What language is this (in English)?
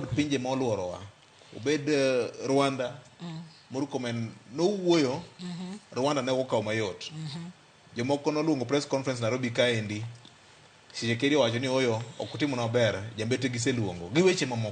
Luo (Kenya and Tanzania)